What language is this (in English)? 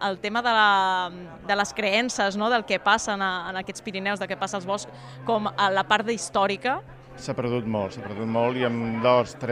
Catalan